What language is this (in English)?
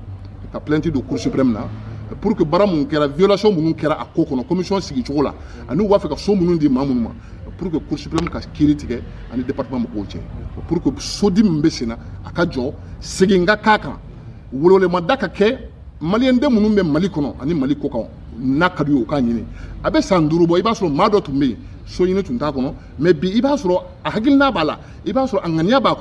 Bambara